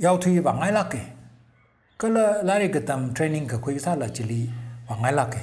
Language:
Tangkhul Naga (India)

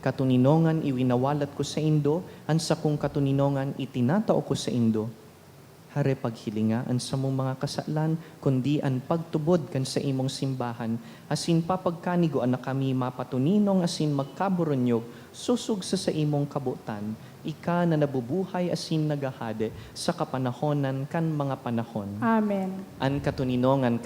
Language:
Bikol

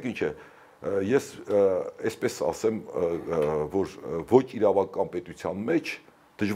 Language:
Armenian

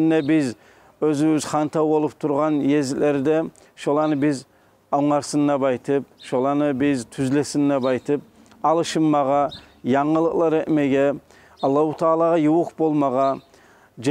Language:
Kumyk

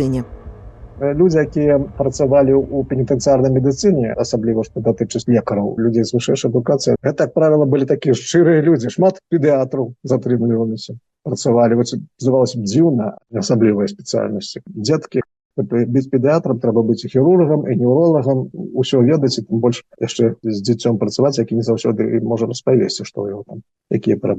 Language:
Belarusian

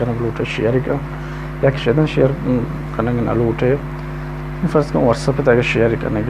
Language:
Baluchi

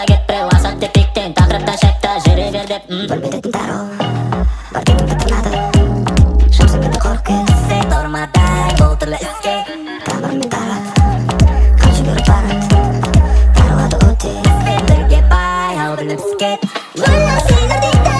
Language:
Kazakh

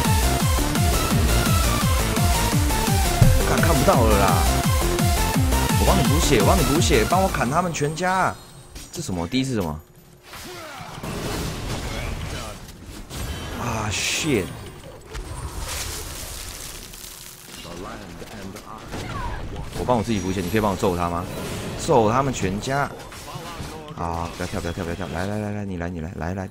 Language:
Chinese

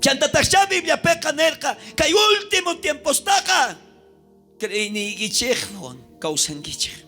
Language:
South Bolivian Quechua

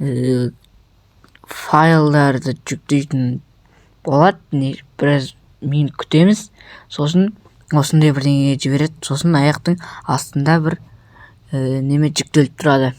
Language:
Kazakh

